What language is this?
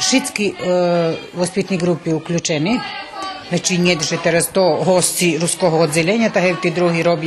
Rusyn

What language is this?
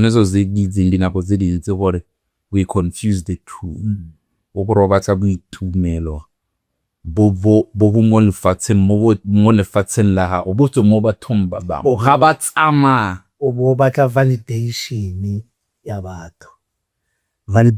Tswana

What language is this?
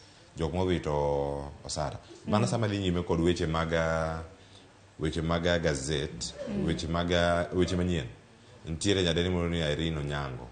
Luo (Kenya and Tanzania)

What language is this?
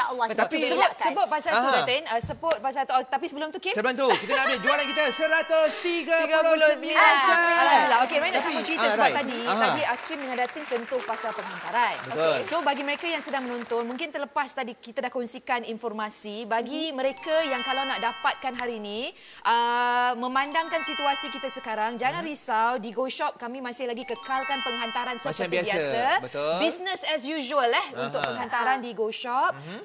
Malay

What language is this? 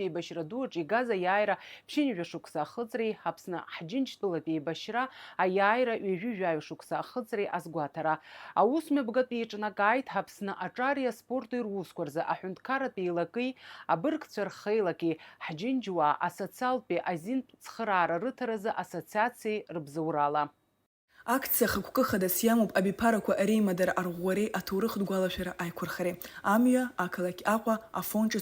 Abkhazian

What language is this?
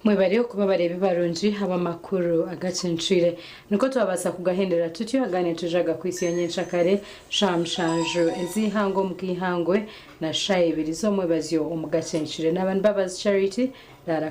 Nyankole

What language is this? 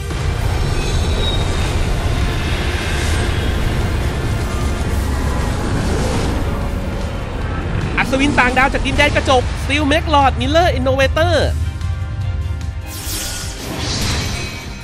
Thai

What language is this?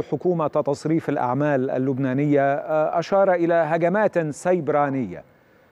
Arabic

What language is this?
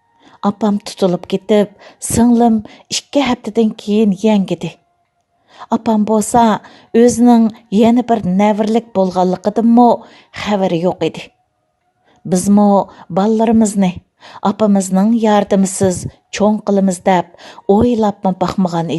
Uyghur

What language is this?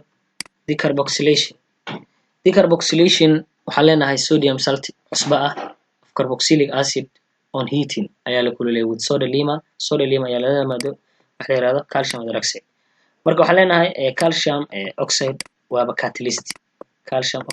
Somali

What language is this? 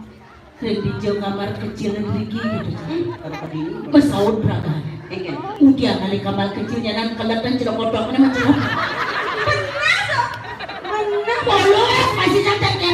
Balinese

